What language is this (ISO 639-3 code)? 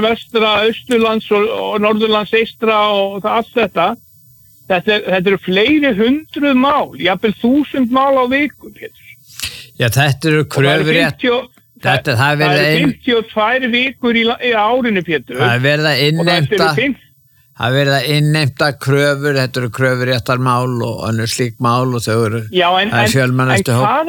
isl